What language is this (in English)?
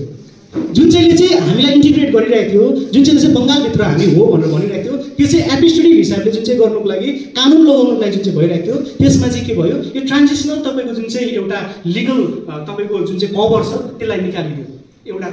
Nepali